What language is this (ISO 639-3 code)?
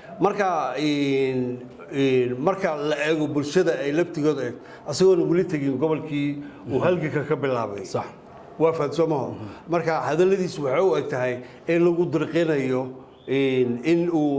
som